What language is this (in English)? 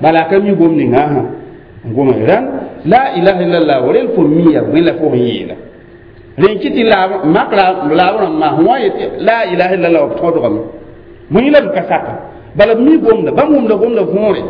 Mossi